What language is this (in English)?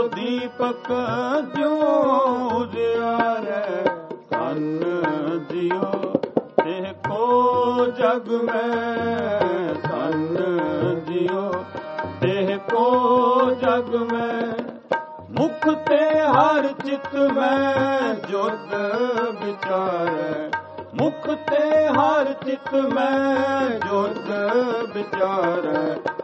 Punjabi